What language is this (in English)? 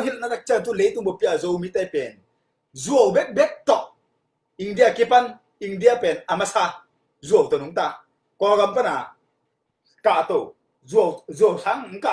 Tedim Chin